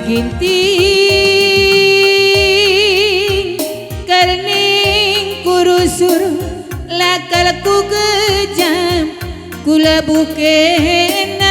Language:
Batak Karo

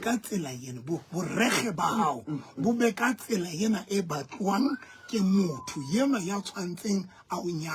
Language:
Southern Sotho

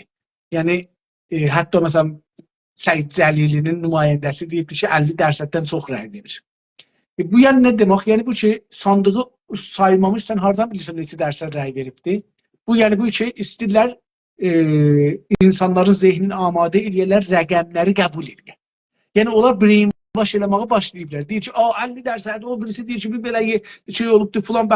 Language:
South Azerbaijani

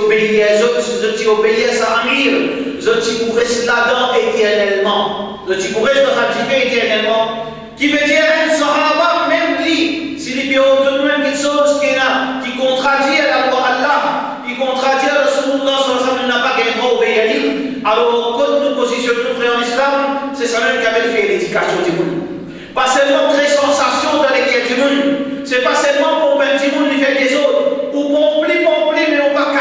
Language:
Morisyen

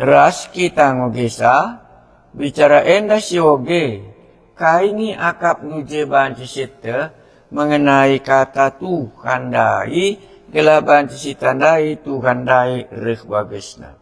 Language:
Batak Karo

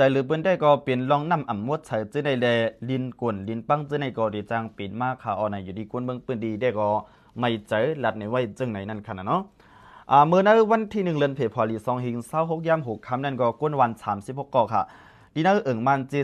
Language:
Shan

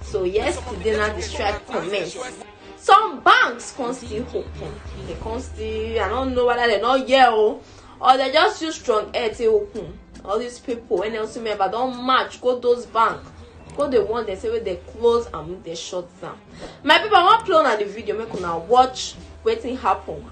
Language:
Nigerian Pidgin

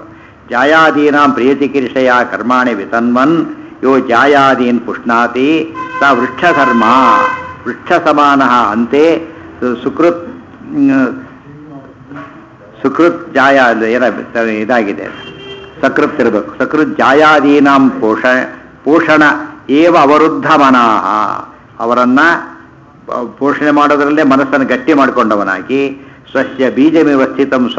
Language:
Kannada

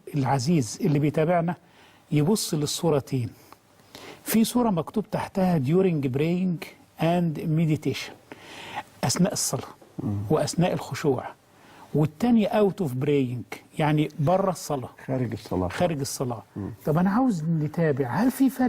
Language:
Egyptian Arabic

